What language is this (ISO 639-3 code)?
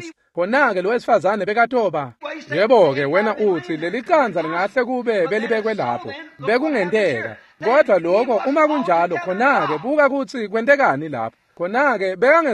ssw